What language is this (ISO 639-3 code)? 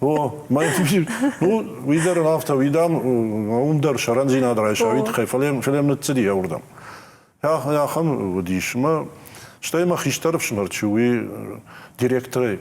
oss